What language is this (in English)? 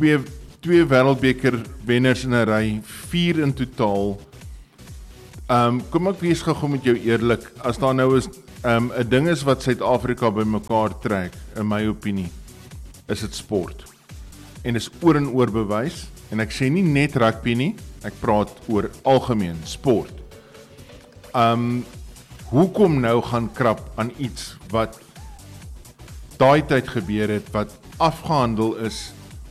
Afrikaans